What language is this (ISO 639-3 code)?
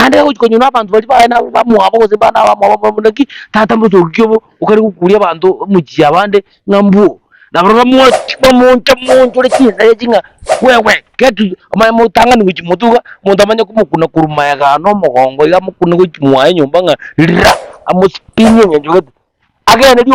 guz